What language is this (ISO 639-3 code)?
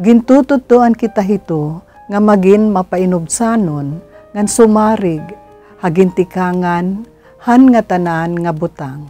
war